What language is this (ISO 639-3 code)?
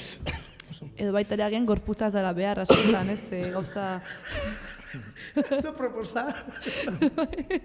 eus